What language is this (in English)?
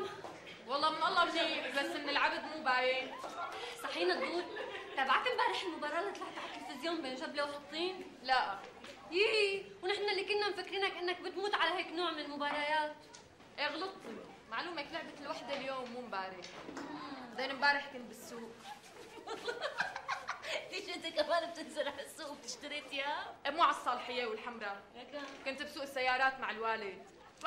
North Levantine Arabic